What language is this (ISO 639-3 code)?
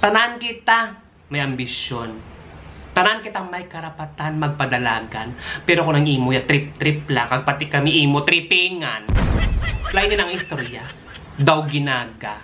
hil